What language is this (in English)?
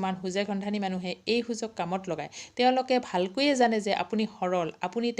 Assamese